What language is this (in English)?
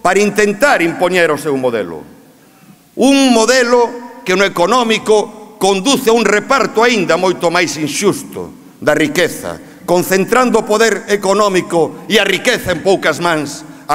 Galician